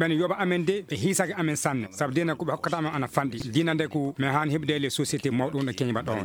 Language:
Fula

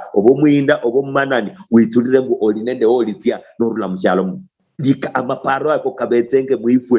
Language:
Luyia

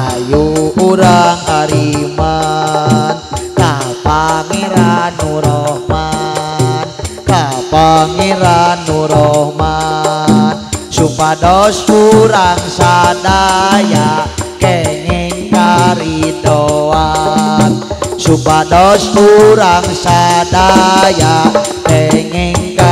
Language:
Sundanese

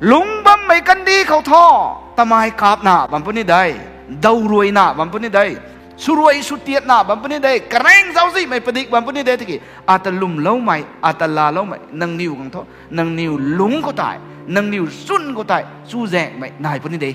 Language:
Rongmei Naga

